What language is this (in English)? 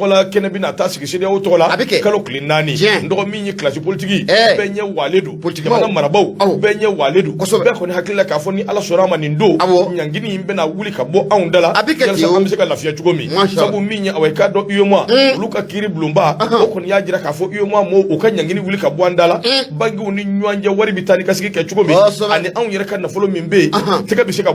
Bambara